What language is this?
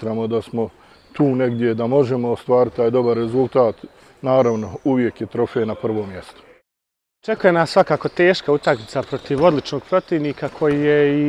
Bosnian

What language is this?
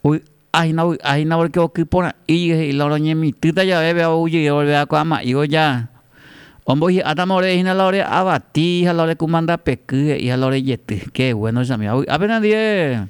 Guarani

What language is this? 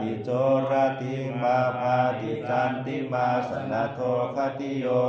Pali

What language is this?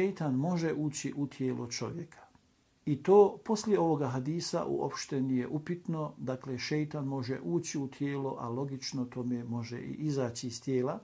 Bosnian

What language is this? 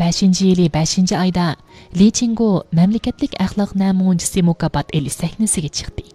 Uyghur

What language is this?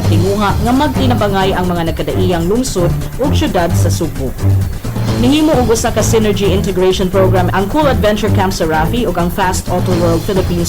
Cebuano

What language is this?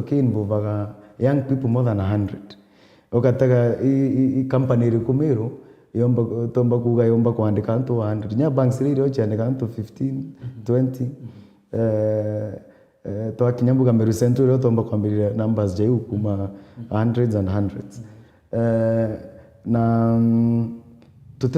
Meru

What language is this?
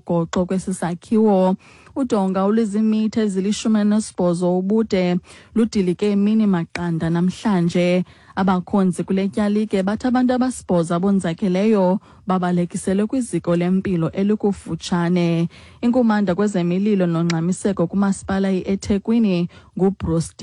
Xhosa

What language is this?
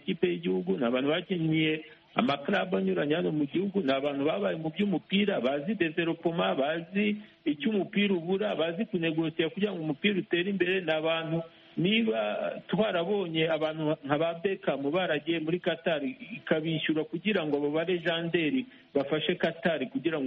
Kinyarwanda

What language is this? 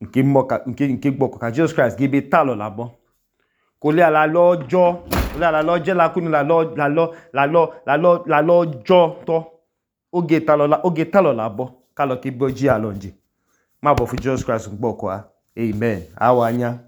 Idoma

